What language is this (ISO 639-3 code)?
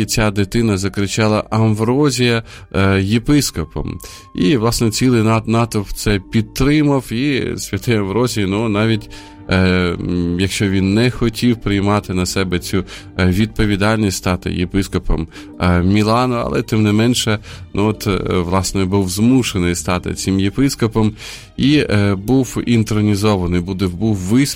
ukr